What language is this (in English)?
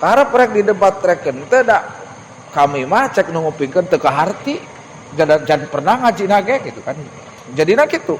Sundanese